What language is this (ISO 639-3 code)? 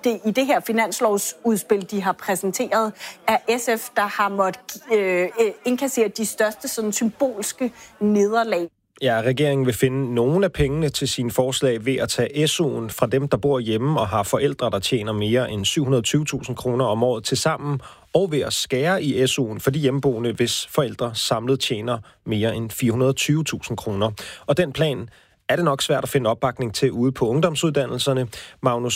dan